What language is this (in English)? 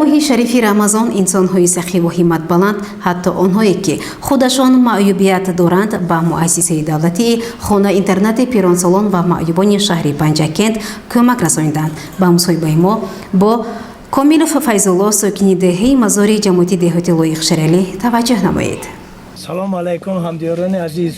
Tajik